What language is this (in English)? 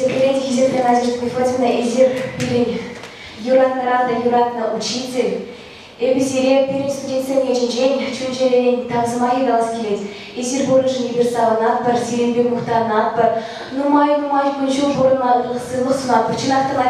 Chuvash